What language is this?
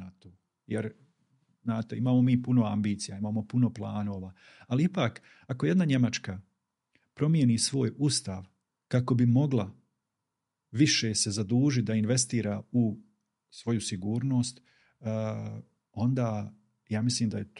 Bosnian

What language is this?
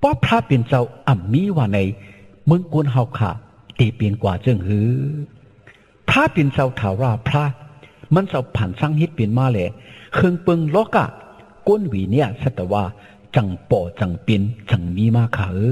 Shan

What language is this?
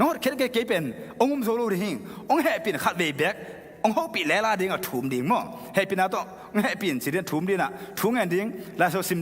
Tedim Chin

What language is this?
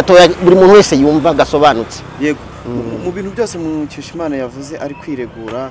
Kinyarwanda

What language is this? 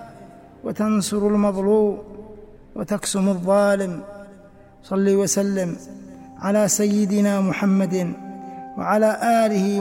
Arabic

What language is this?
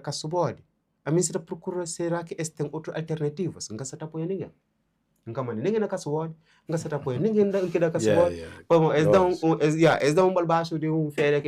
Kabuverdianu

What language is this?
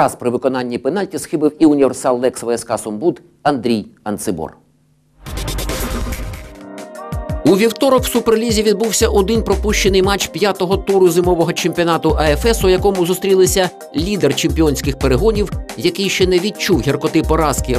Ukrainian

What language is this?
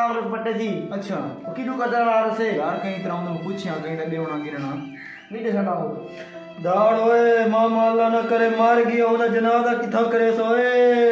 Saraiki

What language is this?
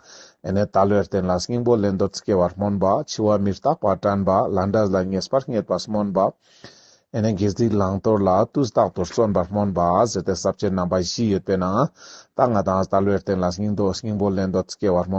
Ladakhi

